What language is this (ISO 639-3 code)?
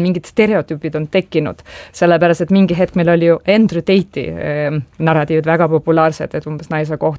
est